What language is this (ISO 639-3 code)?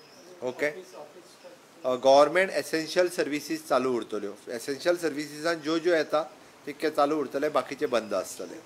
kok